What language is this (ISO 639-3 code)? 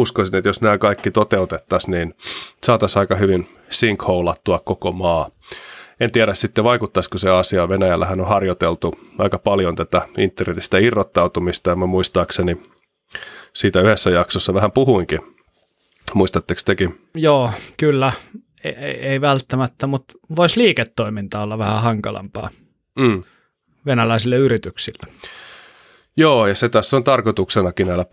fin